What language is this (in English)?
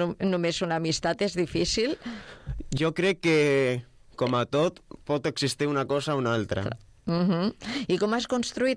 Catalan